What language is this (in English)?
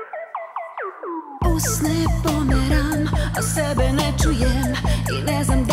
Serbian